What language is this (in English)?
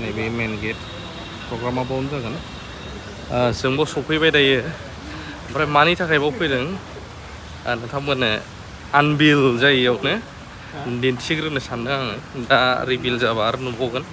Bodo